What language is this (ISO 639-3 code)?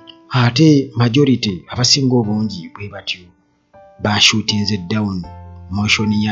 lug